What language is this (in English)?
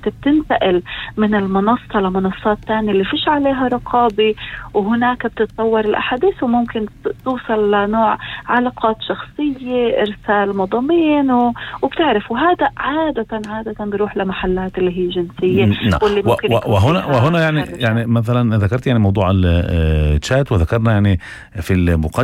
North Levantine Arabic